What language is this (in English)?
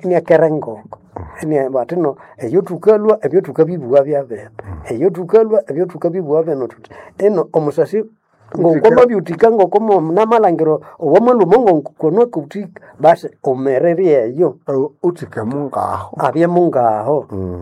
Nande